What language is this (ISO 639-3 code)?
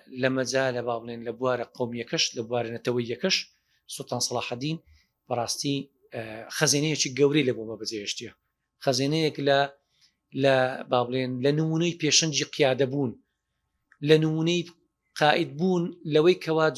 ckb